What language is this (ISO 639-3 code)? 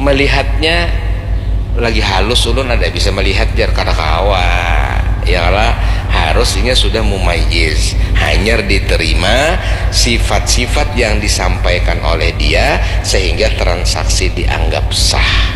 bjn